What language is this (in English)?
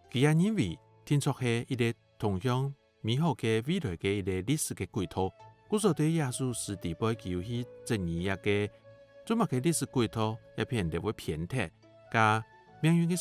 Hakka Chinese